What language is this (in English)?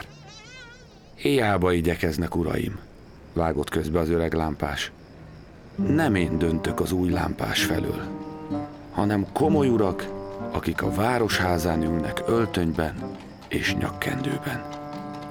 Hungarian